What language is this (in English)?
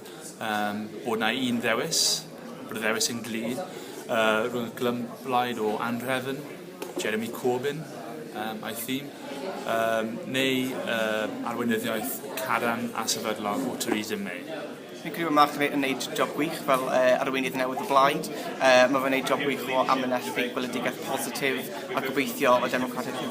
Welsh